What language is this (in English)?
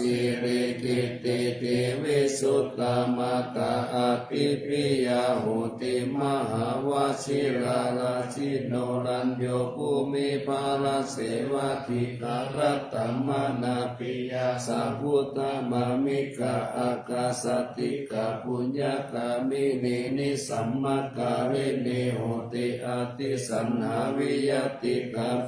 Pali